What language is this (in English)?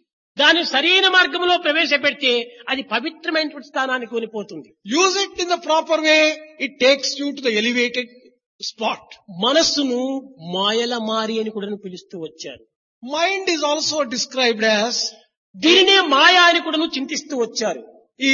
Telugu